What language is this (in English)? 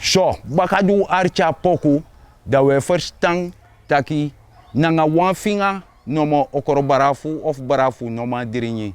Sranan Tongo